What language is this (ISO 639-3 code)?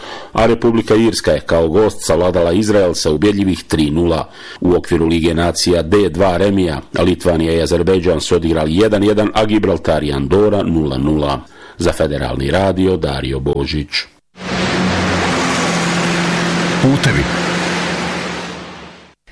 bos